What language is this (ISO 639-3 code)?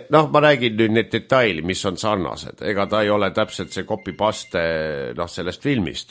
est